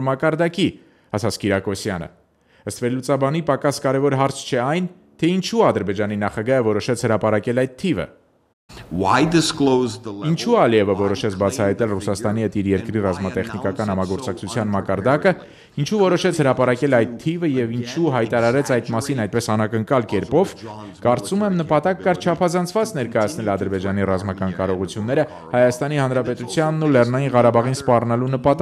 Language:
Armenian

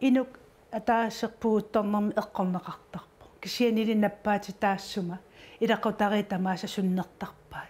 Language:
Kalaallisut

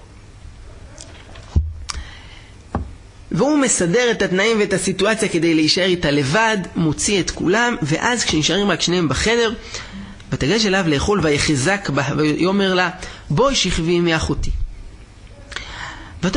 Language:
Hebrew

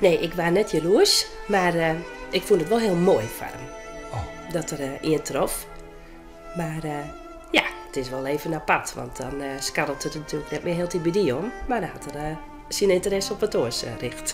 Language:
Western Frisian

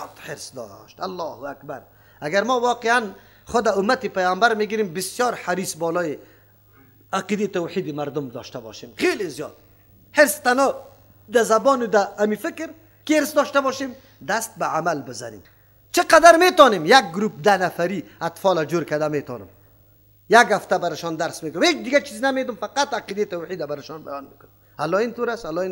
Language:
Persian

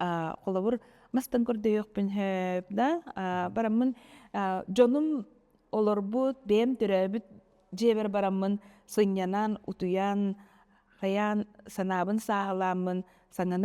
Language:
Yakut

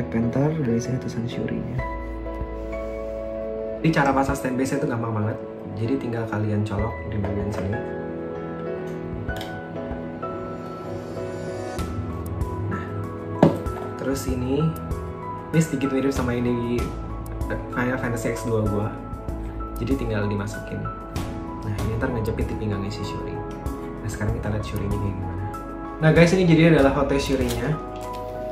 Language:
Indonesian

